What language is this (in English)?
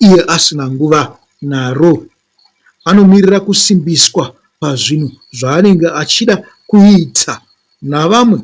Shona